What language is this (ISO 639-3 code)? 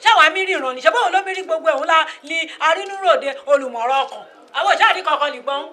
yor